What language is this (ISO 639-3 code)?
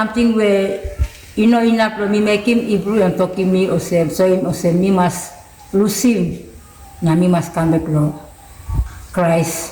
tpi